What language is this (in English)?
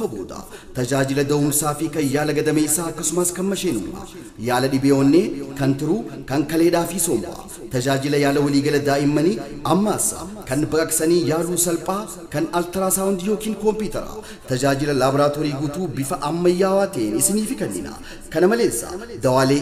Oromo